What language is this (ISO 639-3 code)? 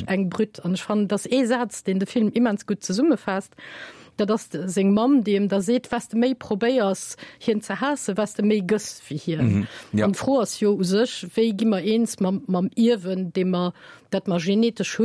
ltz